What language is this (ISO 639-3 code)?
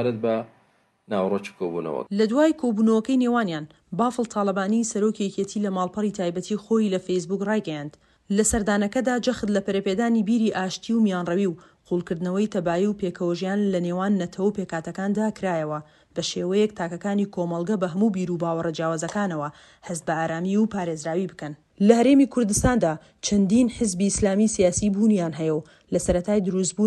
ckb